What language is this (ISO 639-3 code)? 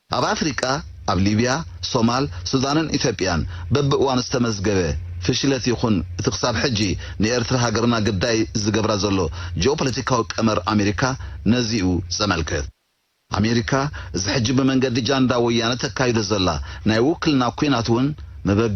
tir